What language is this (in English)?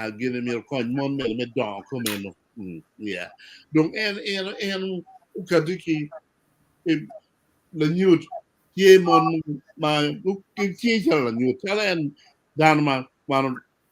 Acoli